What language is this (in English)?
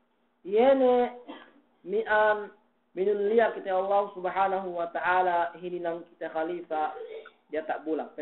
Yakan